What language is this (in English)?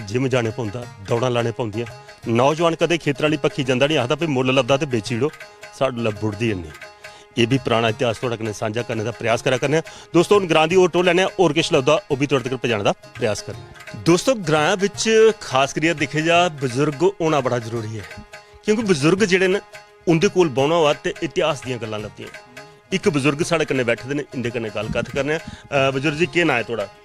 Dogri